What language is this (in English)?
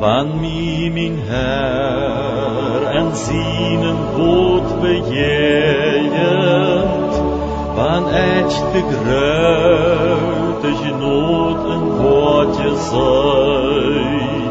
Plautdietsch